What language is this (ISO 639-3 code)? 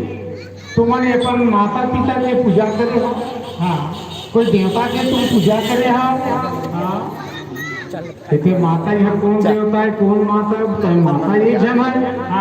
hne